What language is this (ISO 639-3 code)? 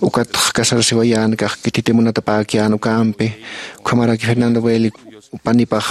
aym